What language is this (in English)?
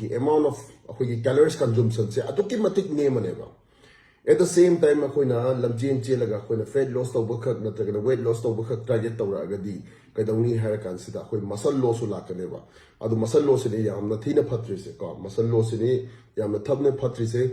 Manipuri